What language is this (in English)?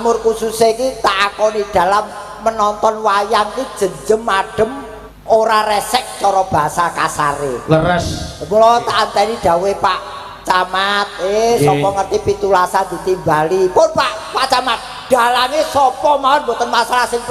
Javanese